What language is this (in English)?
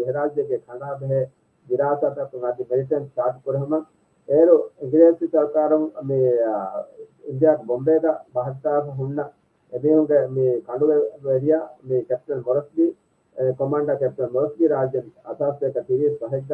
Divehi